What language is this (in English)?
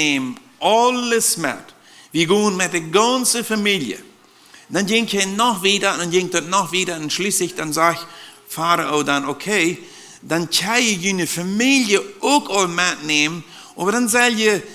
Plautdietsch